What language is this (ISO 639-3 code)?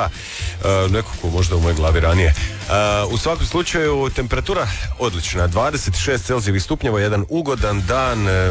hrv